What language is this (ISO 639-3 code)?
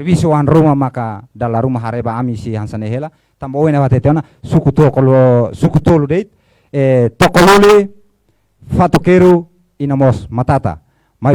tet